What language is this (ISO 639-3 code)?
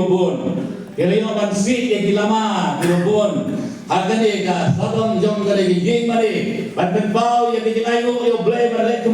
kha